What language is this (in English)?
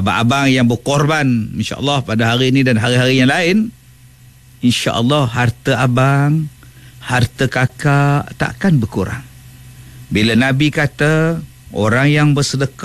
Malay